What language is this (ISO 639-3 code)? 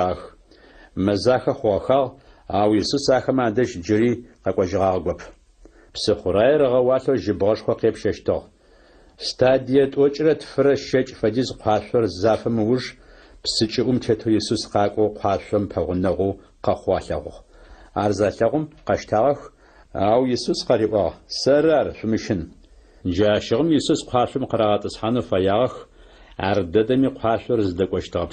ady